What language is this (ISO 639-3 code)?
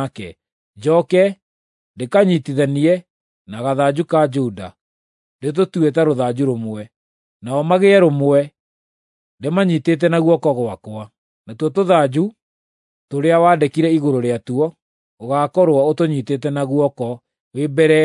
kik